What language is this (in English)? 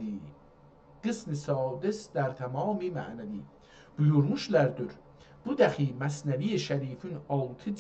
South Azerbaijani